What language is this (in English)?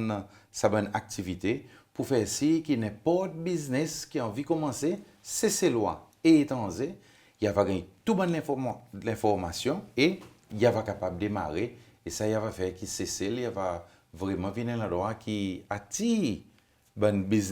Seselwa Creole French